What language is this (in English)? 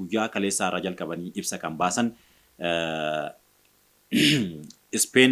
Oromo